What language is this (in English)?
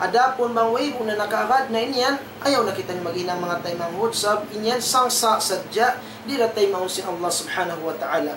Tausug